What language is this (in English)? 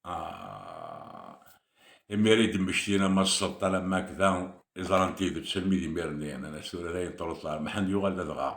Kabyle